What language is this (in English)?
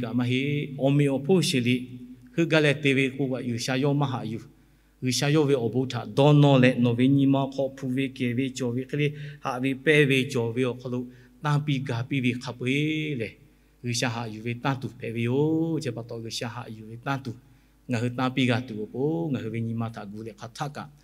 Lahu